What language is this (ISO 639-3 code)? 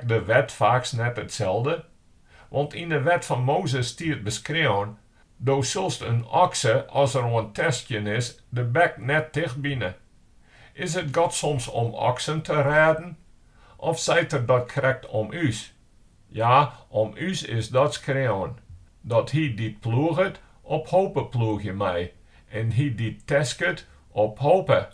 fry